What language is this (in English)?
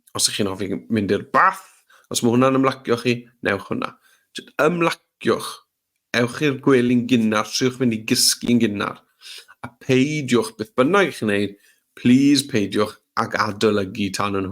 Welsh